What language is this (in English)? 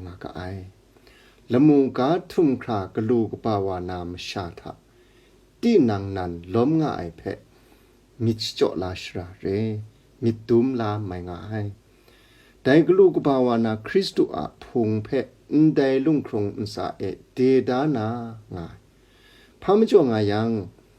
Kachin